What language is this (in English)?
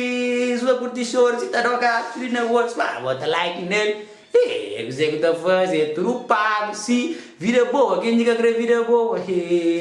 Kabuverdianu